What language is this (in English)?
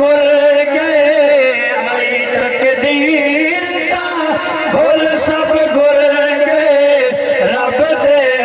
Saraiki